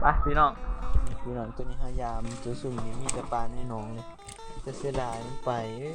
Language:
Northeastern Thai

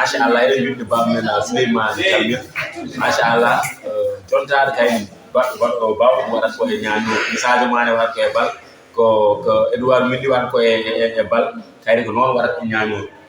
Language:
Fula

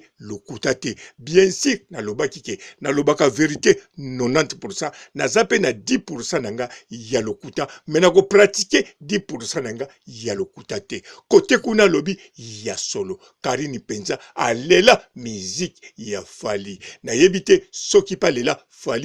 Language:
Lingala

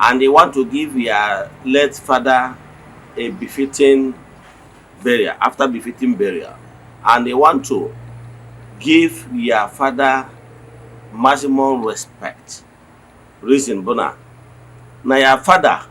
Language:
Igbo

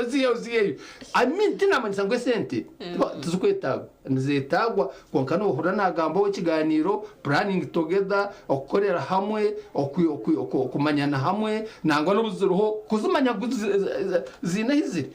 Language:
Nyankole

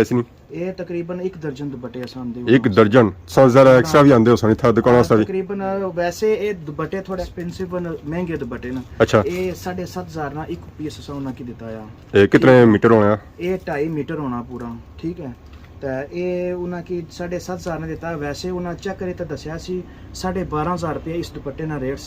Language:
Pahari-Potwari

